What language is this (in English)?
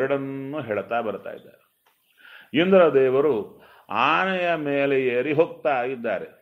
Kannada